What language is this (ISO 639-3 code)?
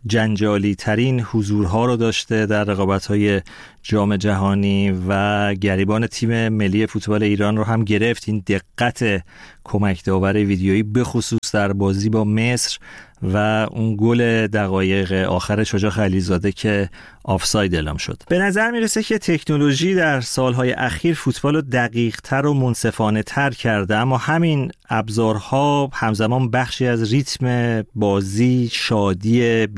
fas